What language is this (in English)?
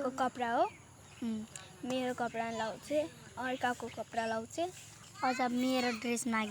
Nepali